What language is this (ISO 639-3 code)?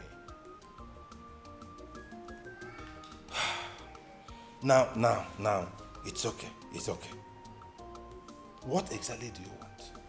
eng